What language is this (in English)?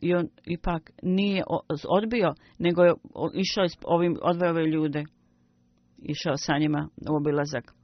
Bosnian